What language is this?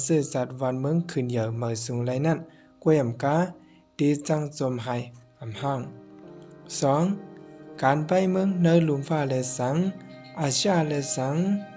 Shan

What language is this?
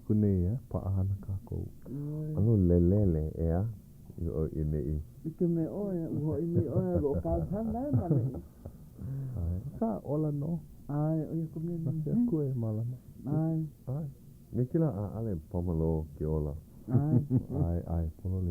Hawaiian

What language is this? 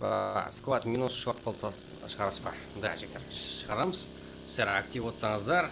Kara-Kalpak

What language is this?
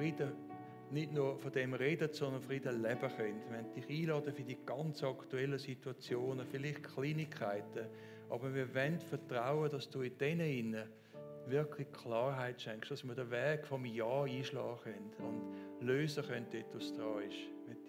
Swiss German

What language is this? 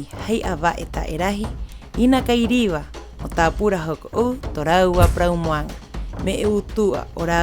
Rapanui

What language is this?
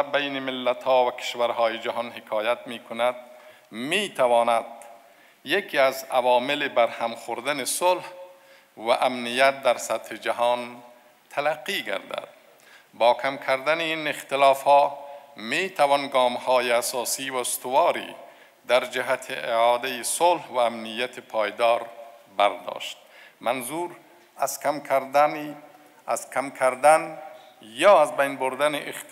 Persian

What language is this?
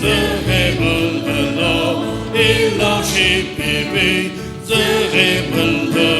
Sumi Naga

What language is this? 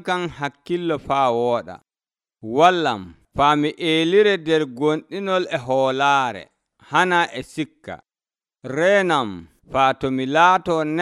Nigerian Fulfulde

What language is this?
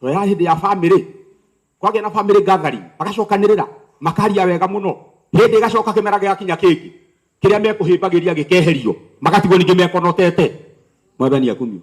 Kikuyu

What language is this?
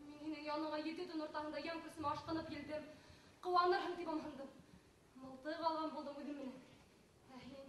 Bashkir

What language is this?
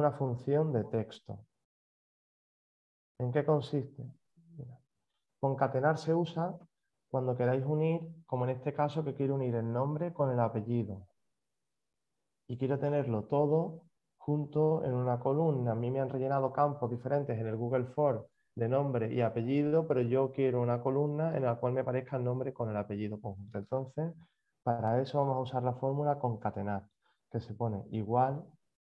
Spanish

